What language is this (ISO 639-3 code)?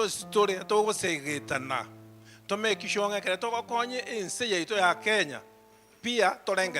guz